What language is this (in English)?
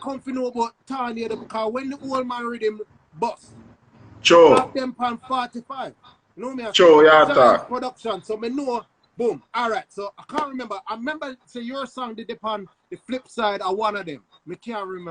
Jamaican Creole English